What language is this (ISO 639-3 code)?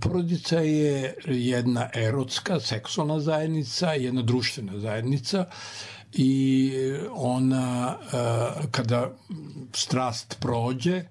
srp